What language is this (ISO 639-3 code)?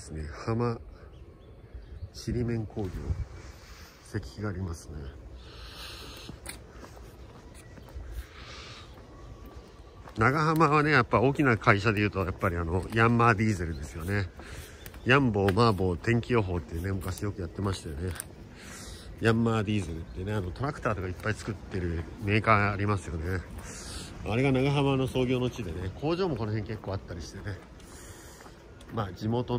jpn